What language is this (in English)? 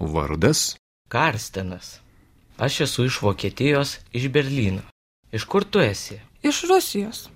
Lithuanian